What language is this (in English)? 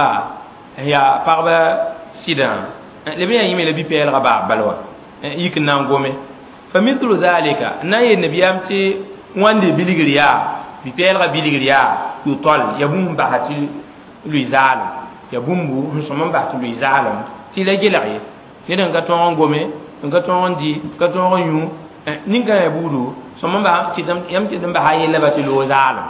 Mossi